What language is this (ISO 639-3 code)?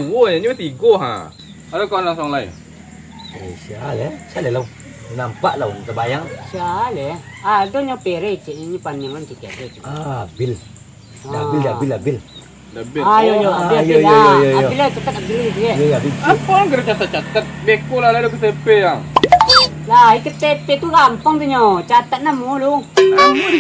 min